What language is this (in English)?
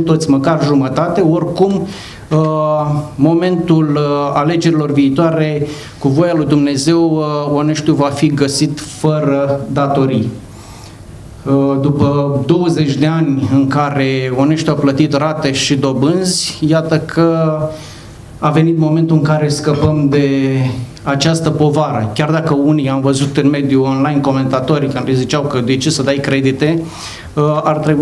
Romanian